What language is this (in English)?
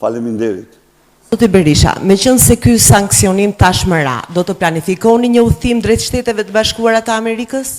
Albanian